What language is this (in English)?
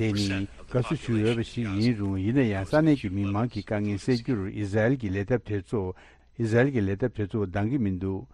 Tibetan